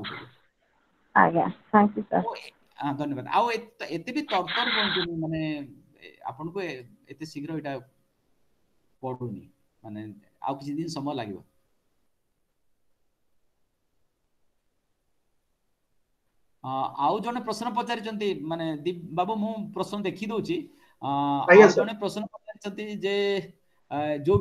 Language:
Odia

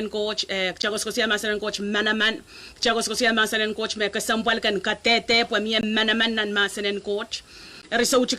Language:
Pohnpeian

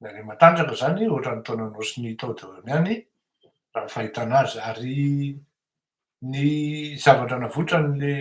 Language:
Malagasy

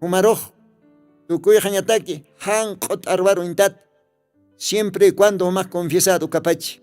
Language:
Aymara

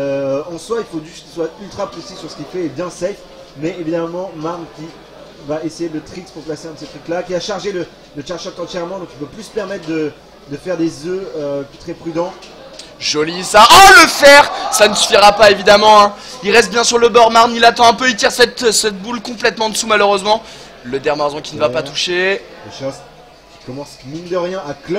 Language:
French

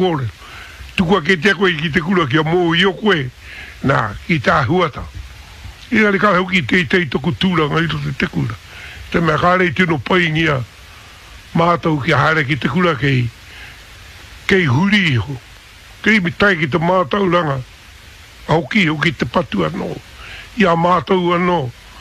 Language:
Māori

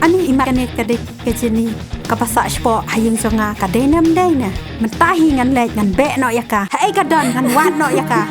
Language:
Khasi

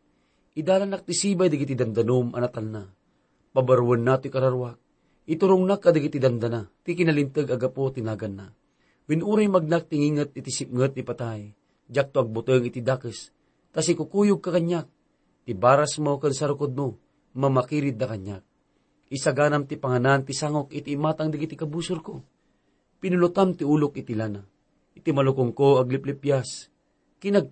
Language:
Iloko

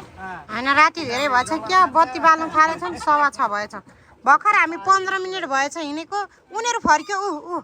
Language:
Nepali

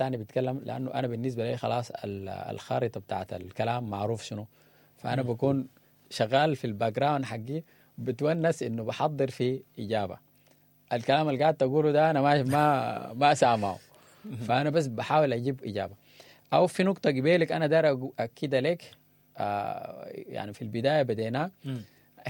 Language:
Sudanese Arabic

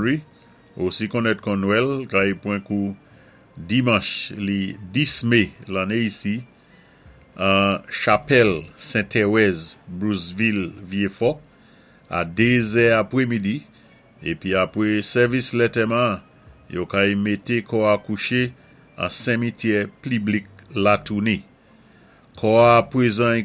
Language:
Saint Lucian Creole French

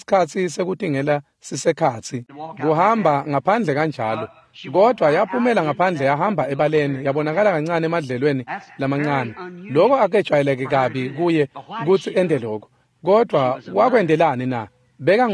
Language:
Swati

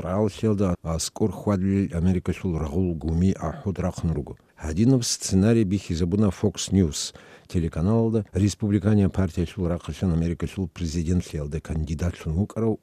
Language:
Avaric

